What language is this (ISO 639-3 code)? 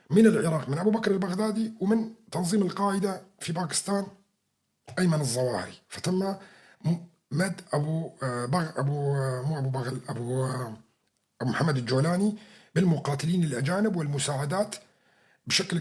apc